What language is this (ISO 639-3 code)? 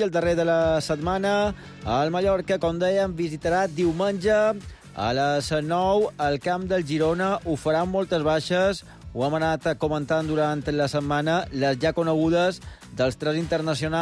cat